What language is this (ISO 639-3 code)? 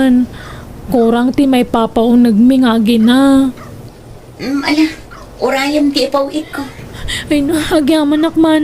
ilo